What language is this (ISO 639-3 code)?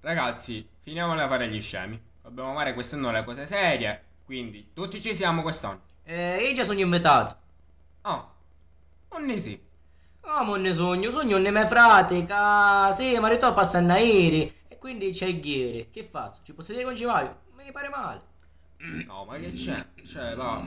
scn